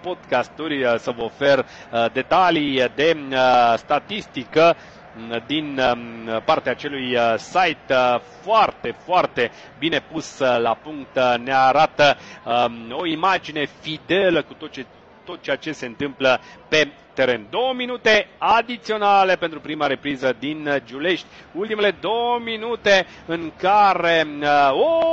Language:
Romanian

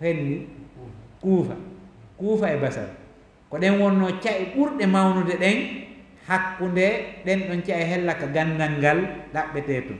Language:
Fula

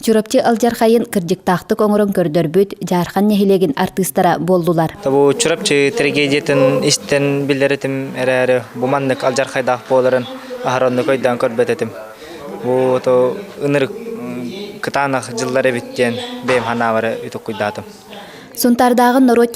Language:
Yakut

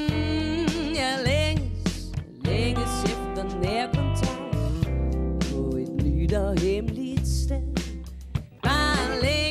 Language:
Danish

